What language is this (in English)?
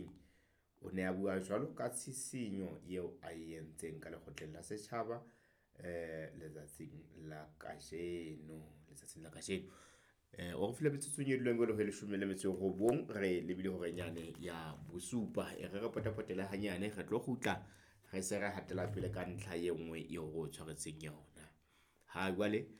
Southern Sotho